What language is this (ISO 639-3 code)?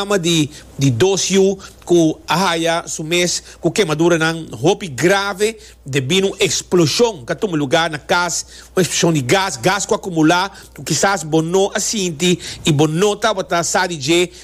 pap